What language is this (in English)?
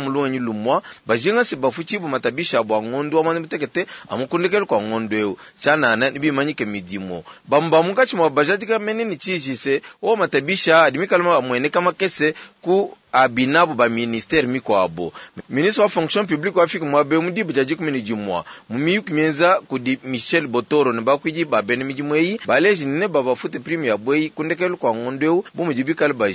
Luba-Lulua